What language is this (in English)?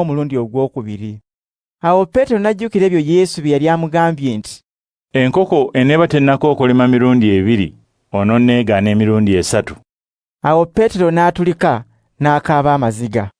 Ganda